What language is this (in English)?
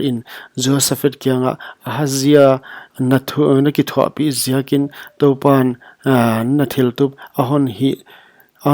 Paite Chin